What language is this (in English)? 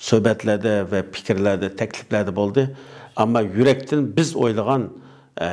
Uyghur